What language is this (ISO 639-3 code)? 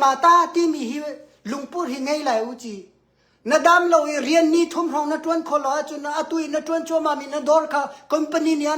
cnh